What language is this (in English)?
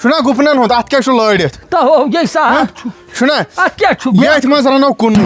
Kashmiri